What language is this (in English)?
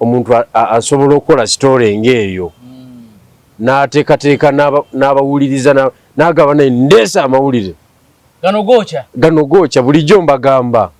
Ganda